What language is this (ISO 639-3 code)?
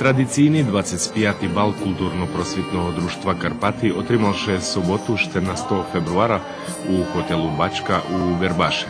rue